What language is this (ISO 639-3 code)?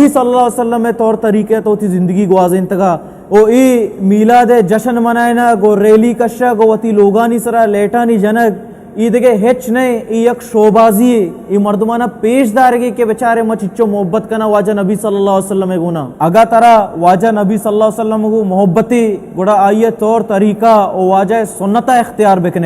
bal